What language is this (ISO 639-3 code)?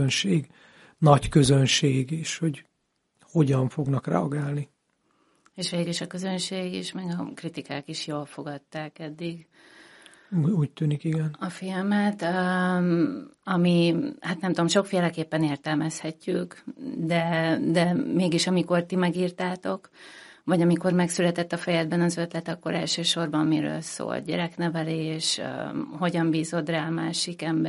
hun